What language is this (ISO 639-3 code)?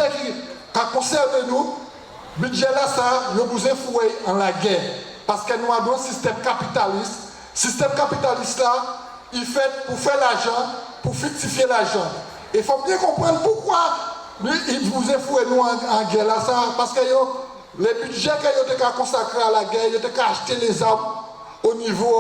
gcf